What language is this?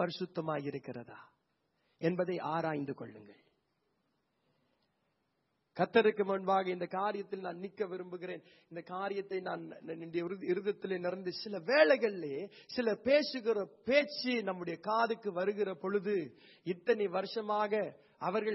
Tamil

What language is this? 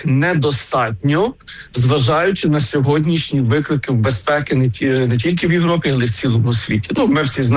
Ukrainian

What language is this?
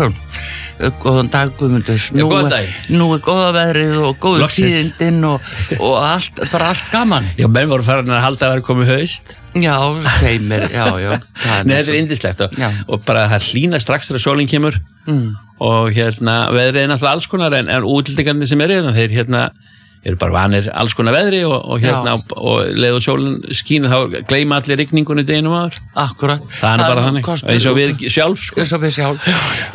Icelandic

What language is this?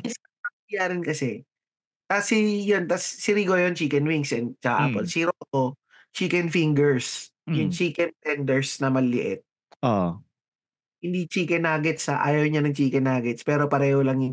Filipino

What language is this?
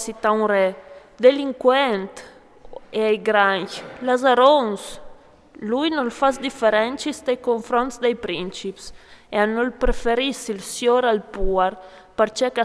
Friulian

